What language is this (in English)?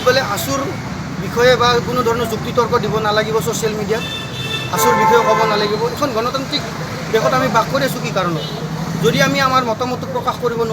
Assamese